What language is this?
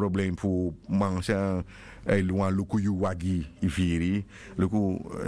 Sranan Tongo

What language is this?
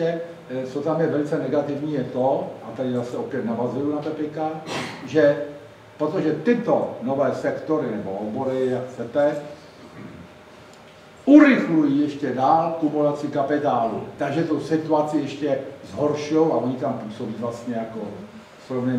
Czech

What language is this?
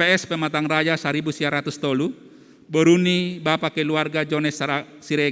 Batak Simalungun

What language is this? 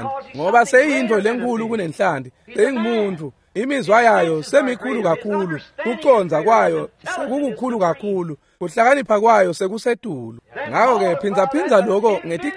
Swati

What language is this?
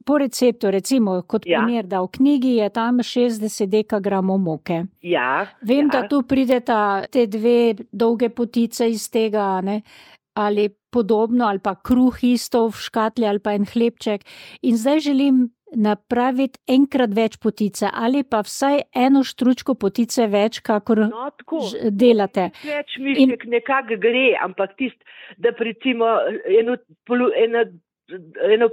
Slovenian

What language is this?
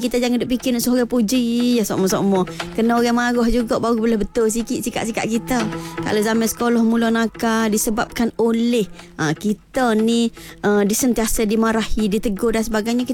Malay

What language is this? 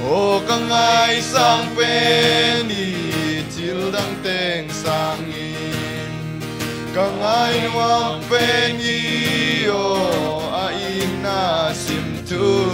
Tedim Chin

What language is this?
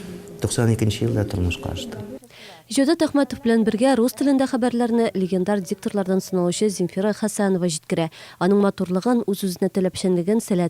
Tatar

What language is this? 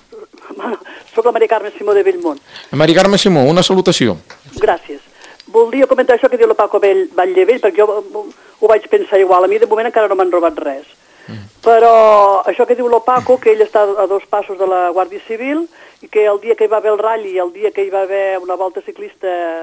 Catalan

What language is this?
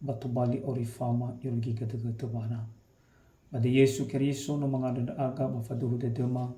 Nias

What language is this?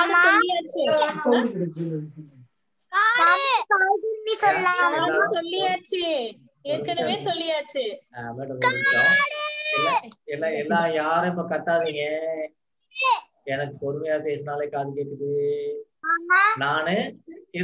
Tamil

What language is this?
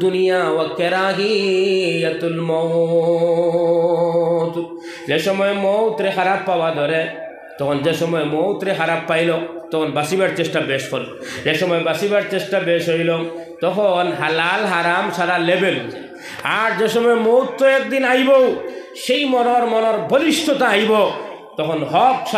Sylheti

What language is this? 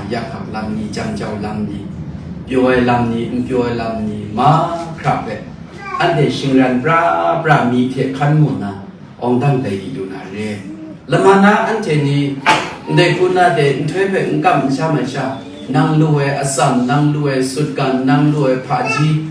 Kachin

